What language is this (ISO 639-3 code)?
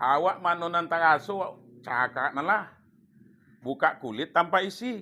min